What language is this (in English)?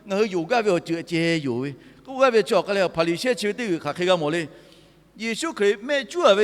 Lahu